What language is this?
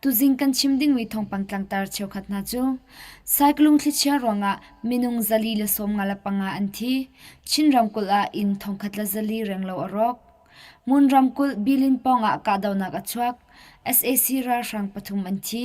Hakha Chin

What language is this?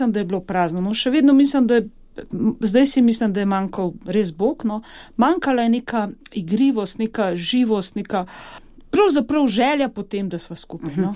Slovenian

